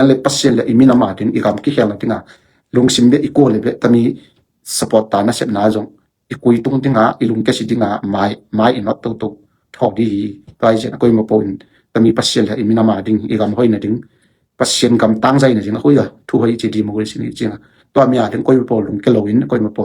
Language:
Tedim Chin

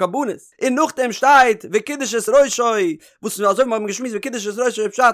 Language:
Yiddish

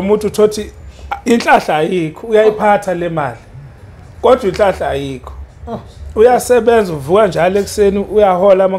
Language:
Zulu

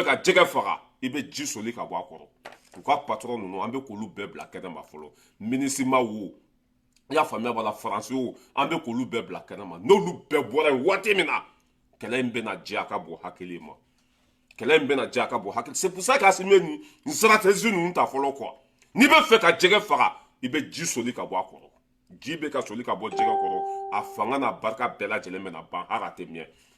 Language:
Bambara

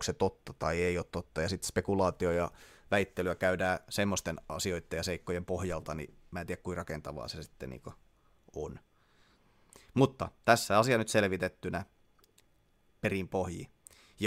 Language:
Finnish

